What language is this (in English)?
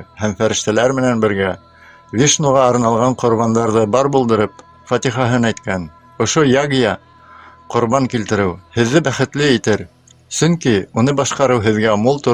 Bashkir